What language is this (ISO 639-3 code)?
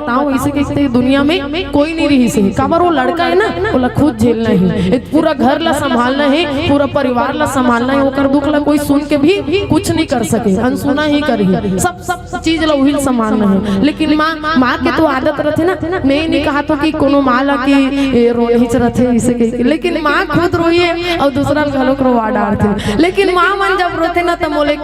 hne